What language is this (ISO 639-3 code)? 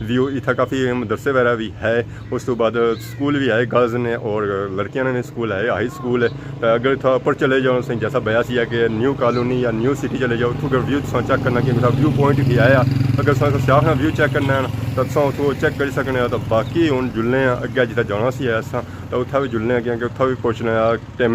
phr